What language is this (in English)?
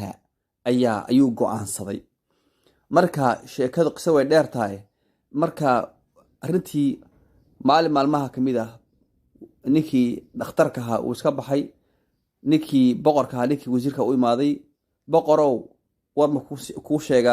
Somali